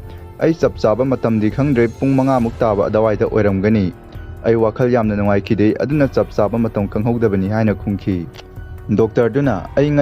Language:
Manipuri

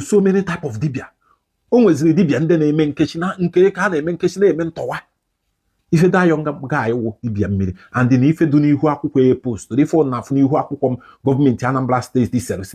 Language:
Igbo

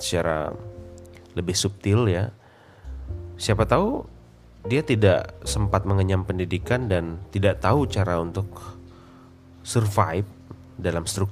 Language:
Indonesian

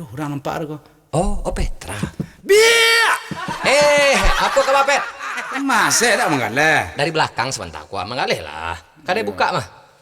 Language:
Minangkabau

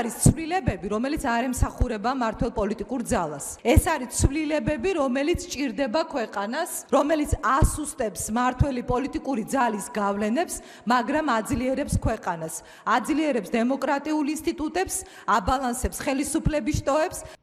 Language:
Georgian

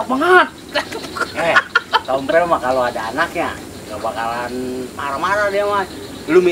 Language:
Betawi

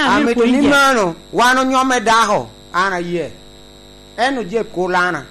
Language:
Lango (Uganda)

